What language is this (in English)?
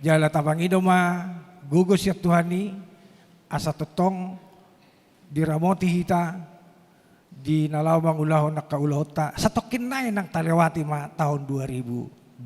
Batak Toba